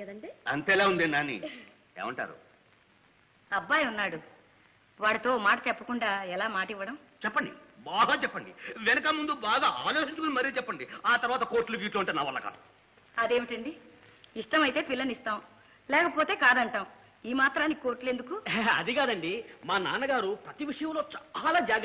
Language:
Telugu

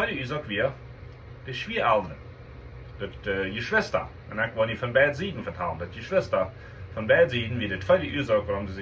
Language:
Plautdietsch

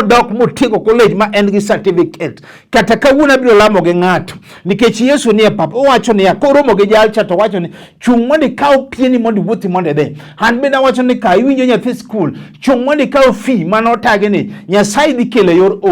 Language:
Luo (Kenya and Tanzania)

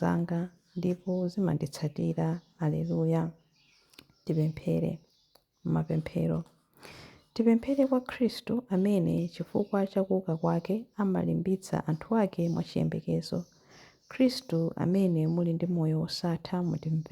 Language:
Nyanja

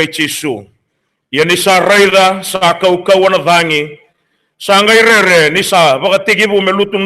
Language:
Fijian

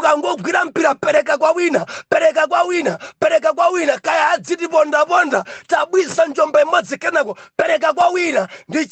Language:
Nyanja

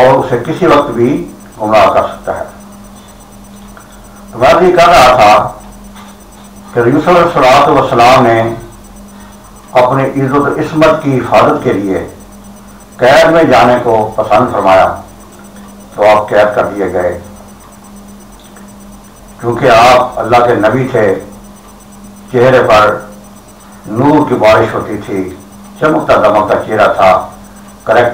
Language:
Urdu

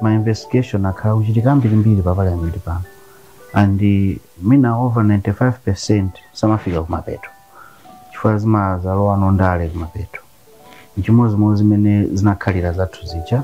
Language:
Nyanja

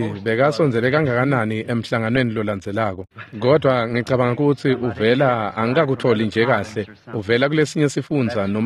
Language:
Swati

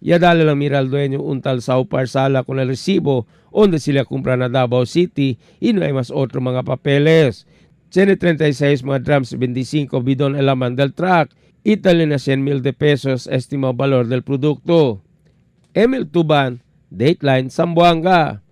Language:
Chavacano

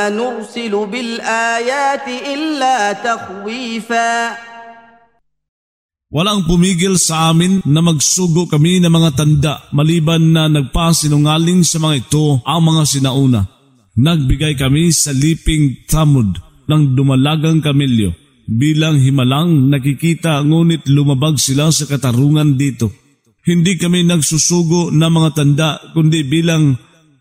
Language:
Filipino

